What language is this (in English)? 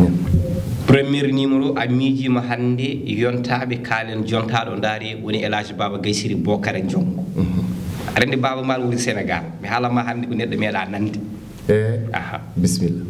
Fula